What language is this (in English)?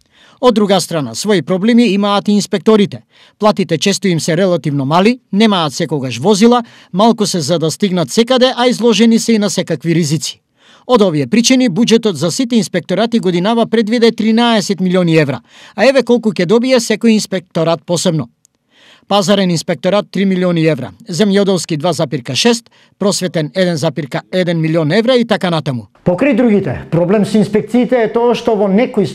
Macedonian